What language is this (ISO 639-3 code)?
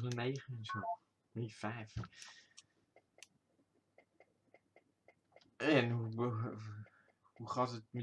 nld